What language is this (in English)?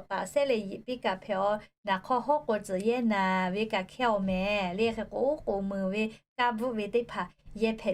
Lahu